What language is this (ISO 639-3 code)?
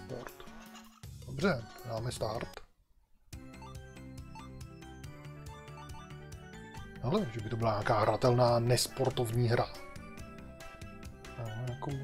ces